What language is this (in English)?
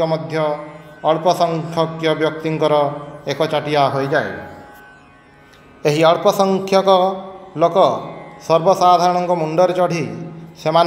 Odia